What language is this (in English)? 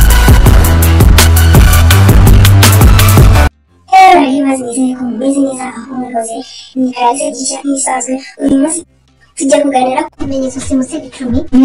Kinyarwanda